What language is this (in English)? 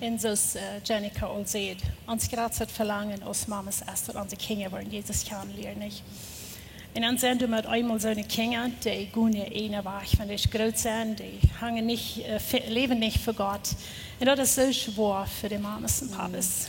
Plautdietsch